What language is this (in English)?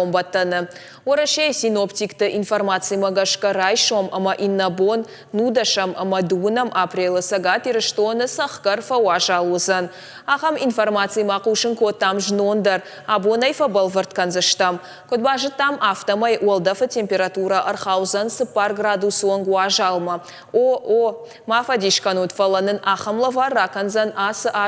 Ossetic